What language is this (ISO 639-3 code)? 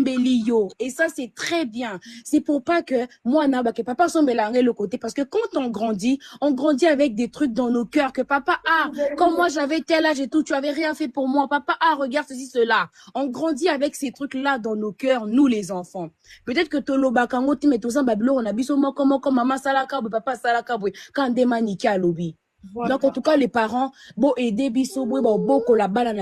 lin